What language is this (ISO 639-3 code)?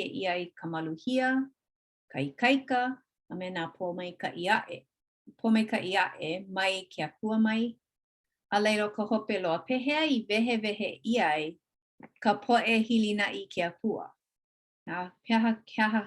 haw